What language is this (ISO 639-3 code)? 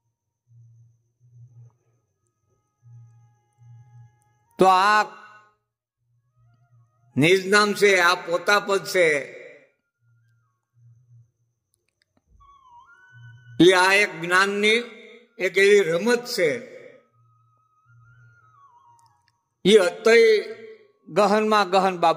guj